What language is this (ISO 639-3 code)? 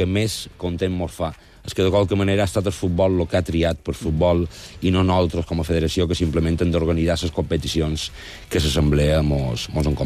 cat